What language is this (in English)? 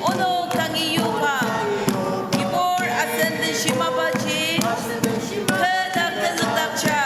Ao Naga